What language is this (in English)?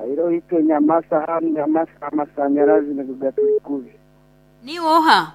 Nyankole